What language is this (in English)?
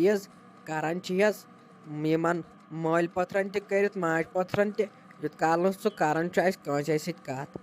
Kashmiri